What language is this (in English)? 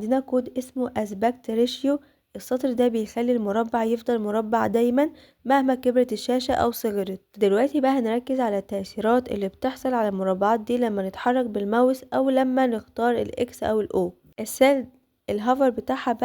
Egyptian Arabic